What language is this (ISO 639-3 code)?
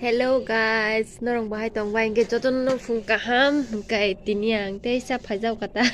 trp